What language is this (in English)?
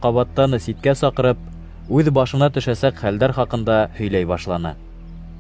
Bashkir